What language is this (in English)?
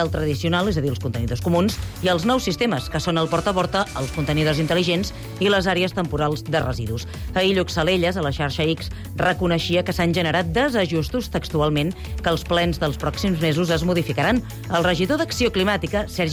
Catalan